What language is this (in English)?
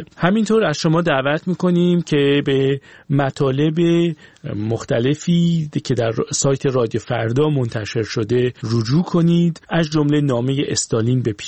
Persian